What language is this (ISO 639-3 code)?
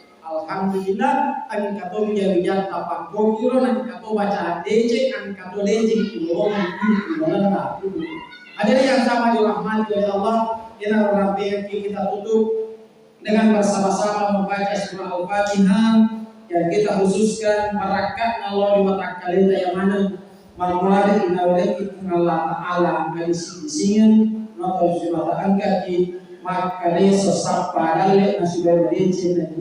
bug